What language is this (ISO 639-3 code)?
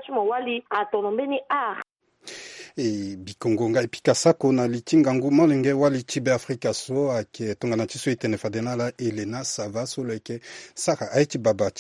sag